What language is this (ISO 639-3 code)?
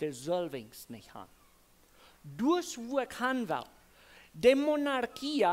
pdt